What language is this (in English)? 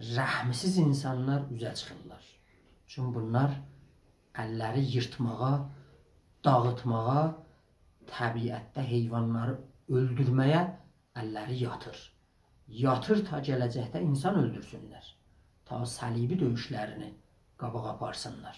South Azerbaijani